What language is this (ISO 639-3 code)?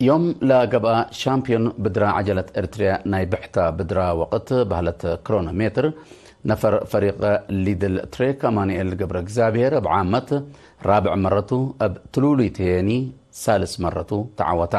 tig